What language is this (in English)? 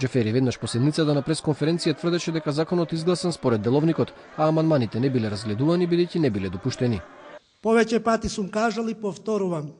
Macedonian